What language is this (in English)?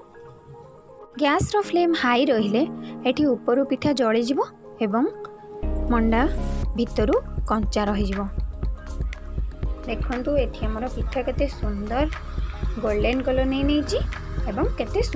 Odia